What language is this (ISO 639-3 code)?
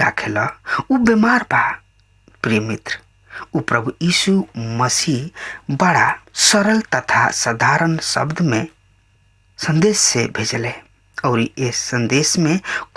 bho